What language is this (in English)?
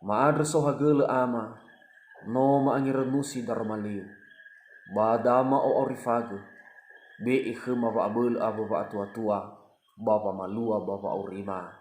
Nias